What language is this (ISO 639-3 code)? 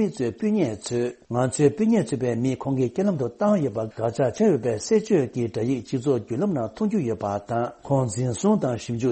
bod